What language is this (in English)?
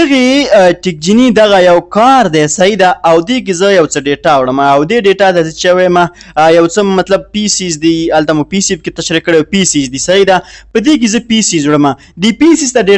Pashto